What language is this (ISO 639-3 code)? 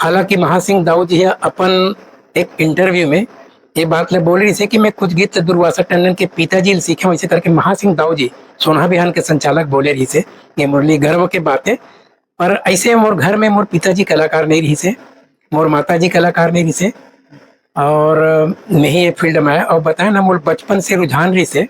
hne